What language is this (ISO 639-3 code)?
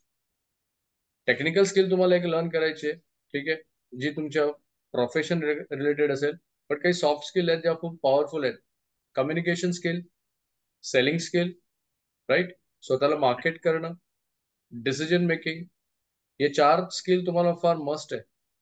mar